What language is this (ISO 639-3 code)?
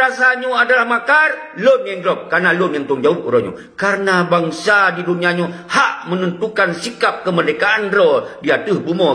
ace